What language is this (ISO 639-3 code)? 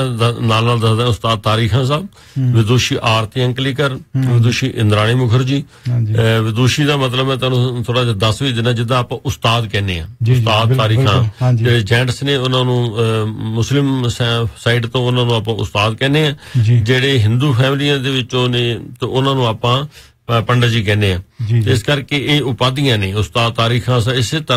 pan